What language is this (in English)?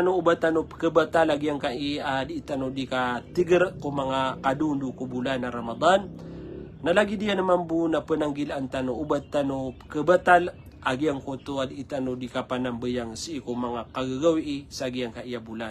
Maranao